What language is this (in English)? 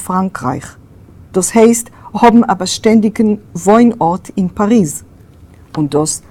Yiddish